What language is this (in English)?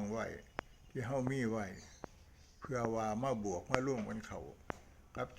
Northeastern Thai